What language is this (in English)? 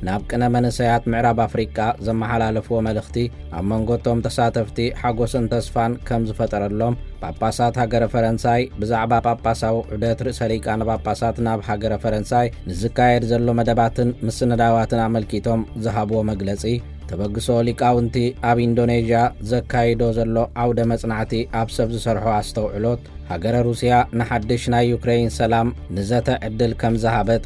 Tigrinya